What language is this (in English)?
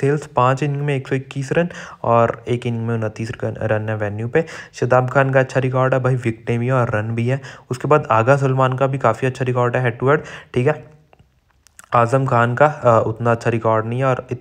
Hindi